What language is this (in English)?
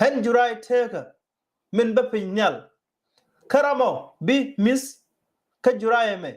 Nuer